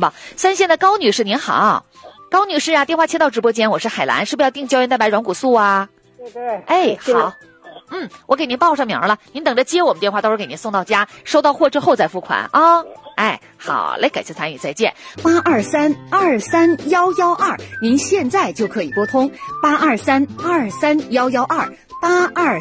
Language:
Chinese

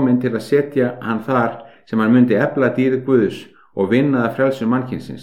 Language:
Icelandic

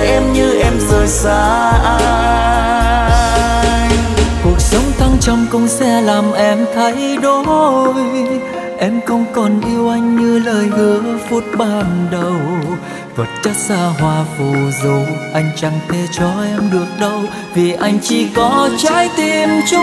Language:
Vietnamese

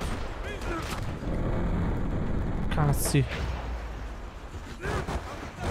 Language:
Italian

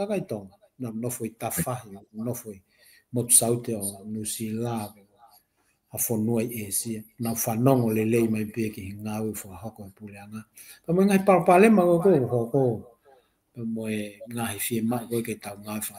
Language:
Tongan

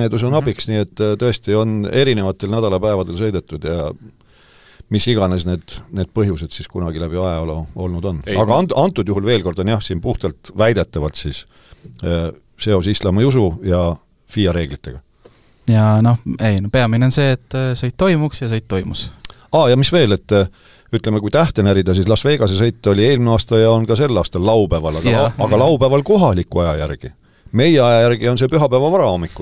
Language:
Estonian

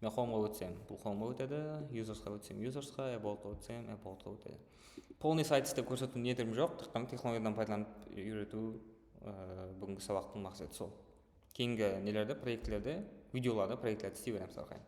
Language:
Kara-Kalpak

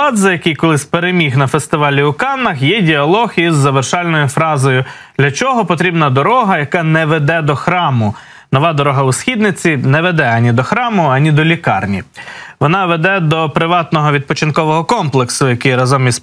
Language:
Ukrainian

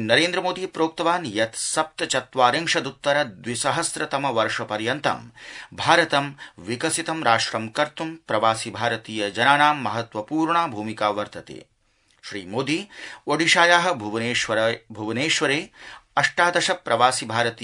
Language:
Sanskrit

